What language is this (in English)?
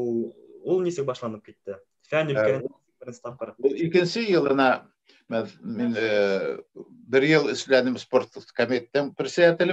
Bashkir